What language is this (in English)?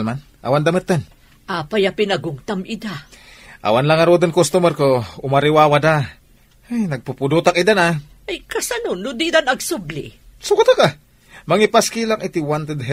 Iloko